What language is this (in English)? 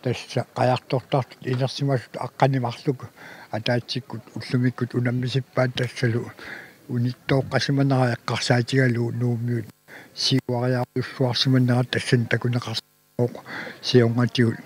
Kalaallisut